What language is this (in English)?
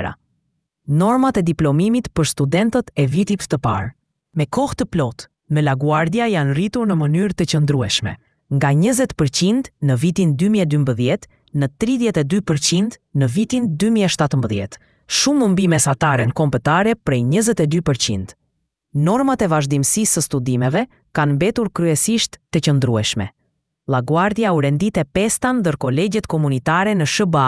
Albanian